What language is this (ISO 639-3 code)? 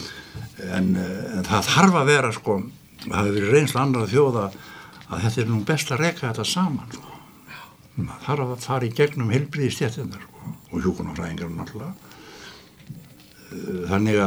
isl